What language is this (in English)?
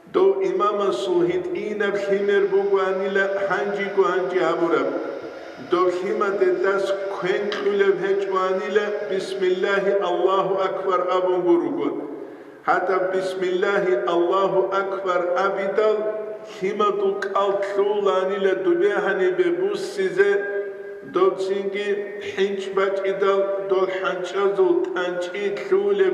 Avaric